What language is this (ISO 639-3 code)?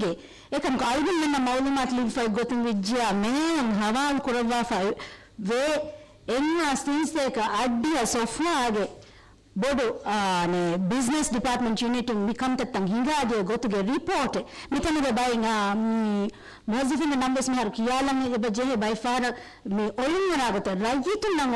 div